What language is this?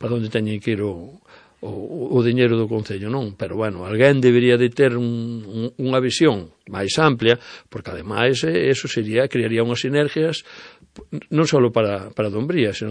Galician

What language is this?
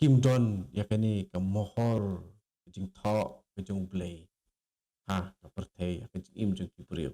Khasi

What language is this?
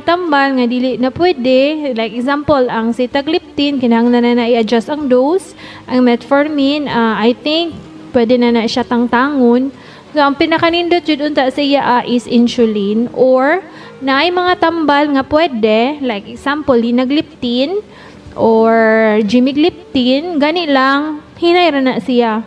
Cebuano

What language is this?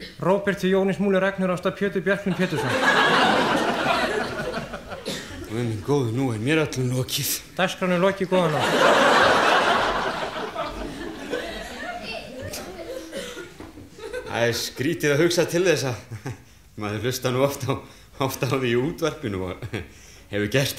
Icelandic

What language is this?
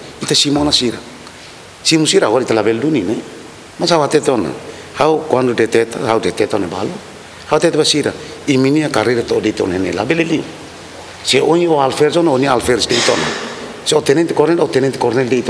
Tetum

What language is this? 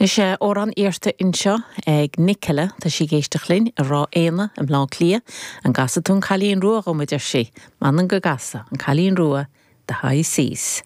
Irish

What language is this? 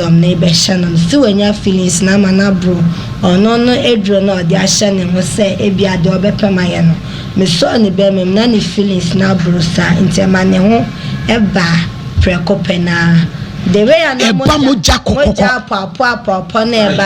Akan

